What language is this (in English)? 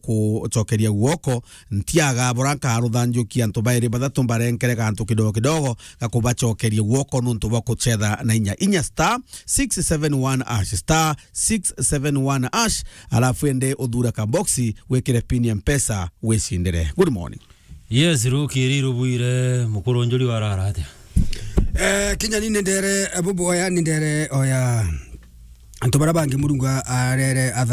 Meru